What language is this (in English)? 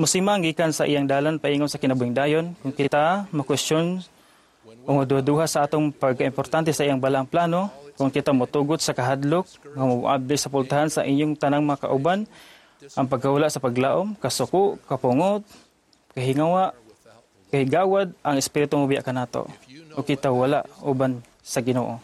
Cebuano